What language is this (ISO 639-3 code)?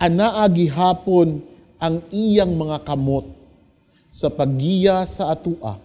ceb